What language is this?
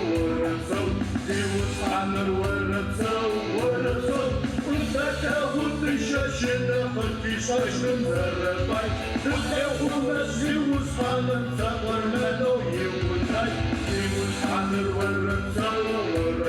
Adyghe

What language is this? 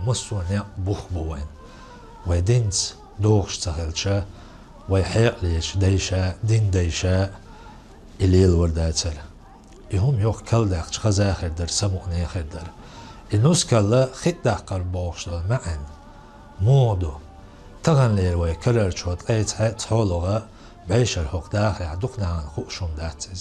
Chechen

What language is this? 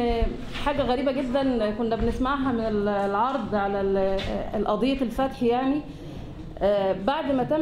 Egyptian Arabic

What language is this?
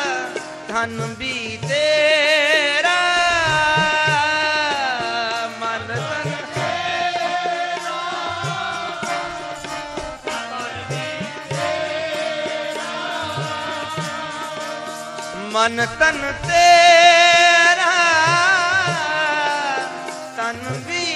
Punjabi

